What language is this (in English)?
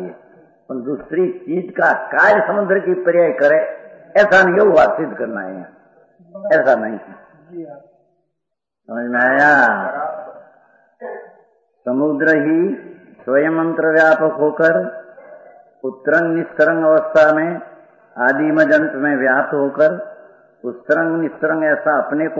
Hindi